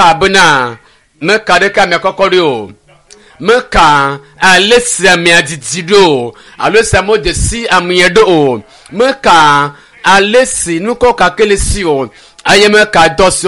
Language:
Ewe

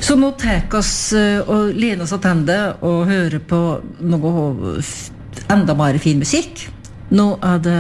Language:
Norwegian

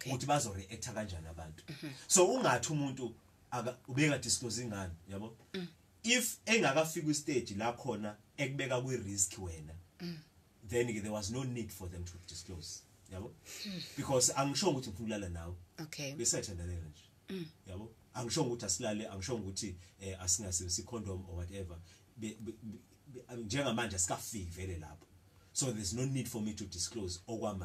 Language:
Zulu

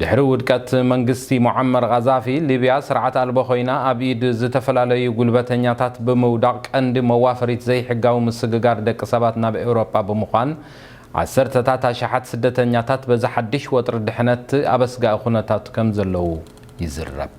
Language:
Tigrinya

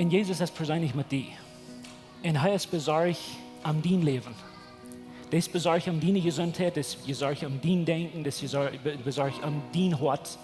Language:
Plautdietsch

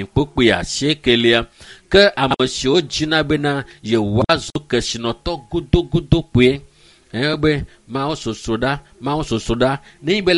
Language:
Ewe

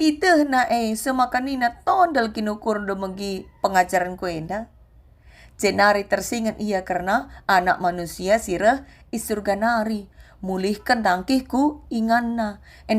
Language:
Batak Karo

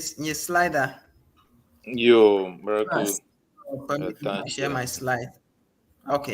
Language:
Ewe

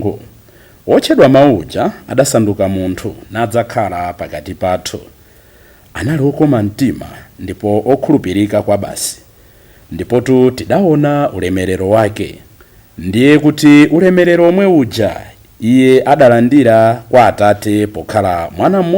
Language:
Nyanja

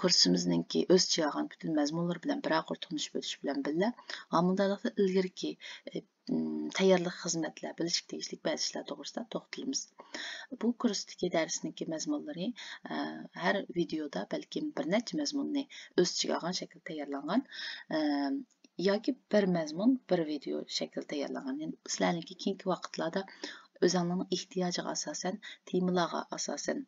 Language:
Uyghur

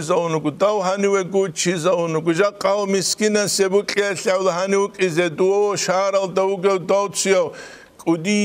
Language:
Avaric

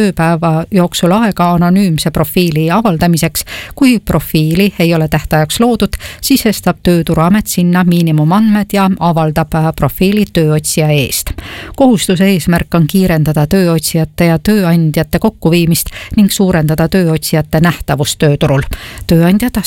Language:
Estonian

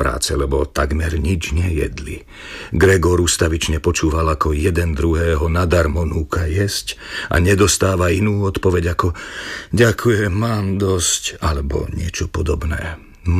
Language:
Slovak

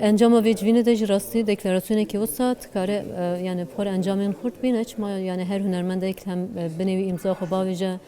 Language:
Kurdish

